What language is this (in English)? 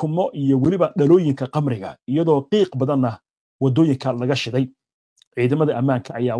Somali